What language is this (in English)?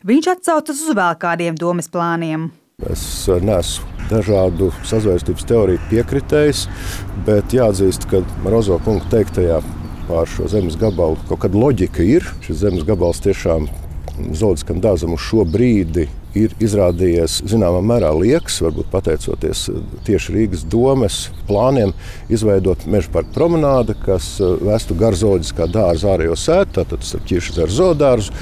Latvian